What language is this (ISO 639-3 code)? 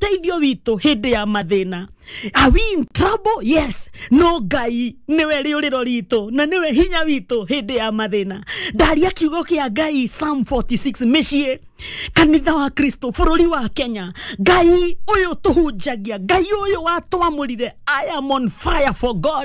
kik